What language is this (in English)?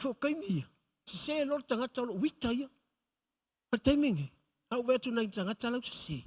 Samoan